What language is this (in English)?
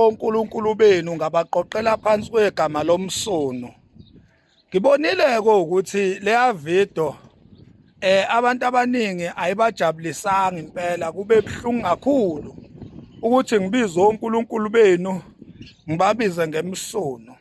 Zulu